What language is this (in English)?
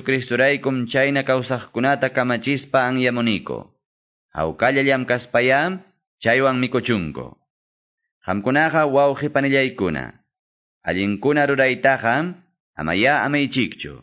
Quechua